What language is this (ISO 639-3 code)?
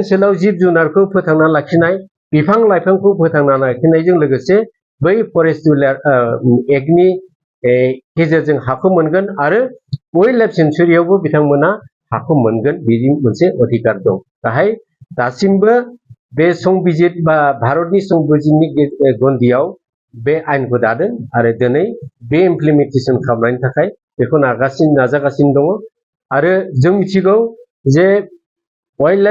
brx